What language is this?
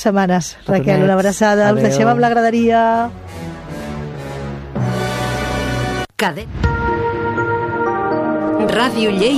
Catalan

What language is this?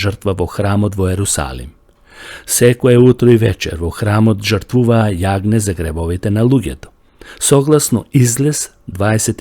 Macedonian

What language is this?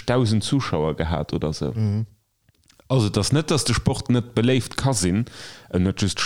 Luxembourgish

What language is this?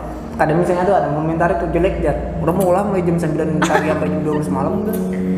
Banjar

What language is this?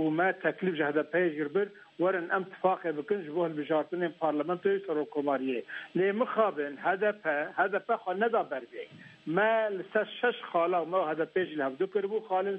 Kurdish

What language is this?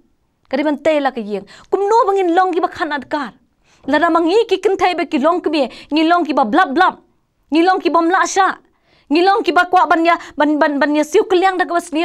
Khasi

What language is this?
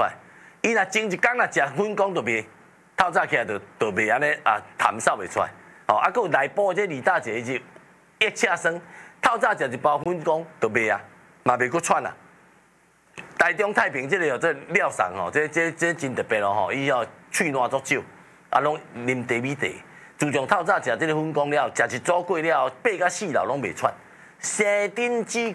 Min Nan Chinese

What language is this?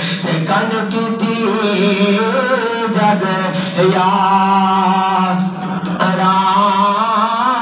Urdu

